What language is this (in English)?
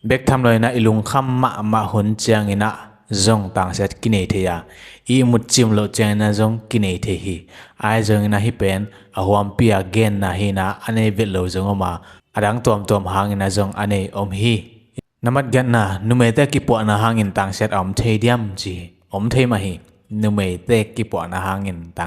Tedim Chin